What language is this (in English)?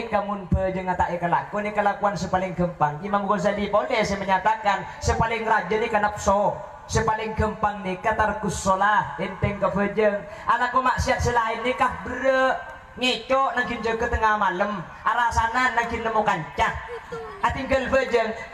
Madurese